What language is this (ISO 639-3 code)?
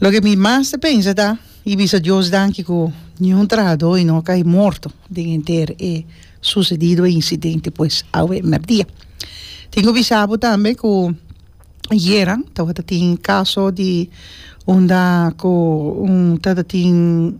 pap